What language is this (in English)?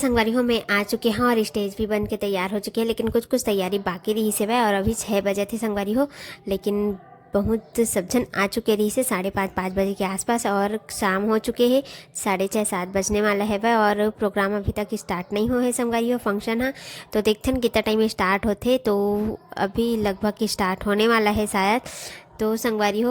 Chhattisgarhi